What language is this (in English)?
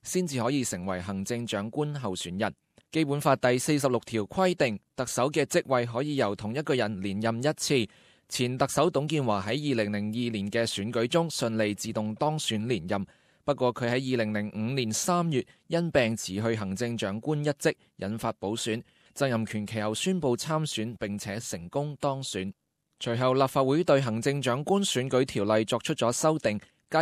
Cantonese